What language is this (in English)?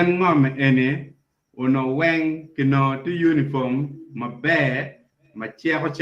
Acoli